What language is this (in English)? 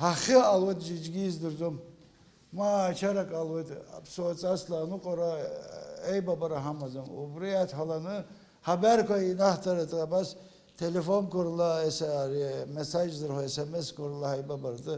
Abkhazian